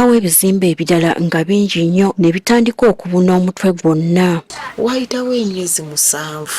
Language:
Ganda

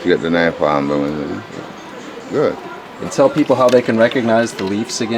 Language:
Jamaican Creole English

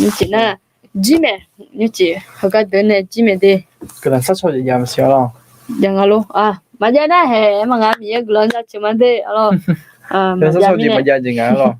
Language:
Akha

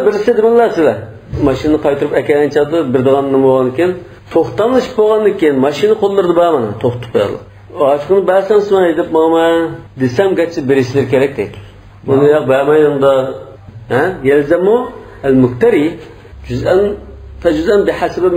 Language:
Uyghur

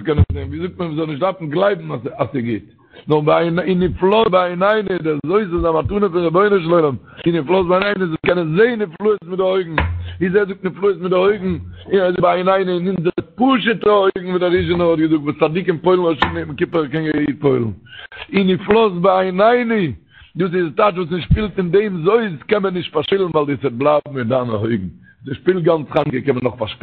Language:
Yiddish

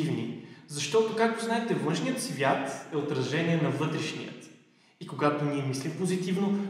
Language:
Bulgarian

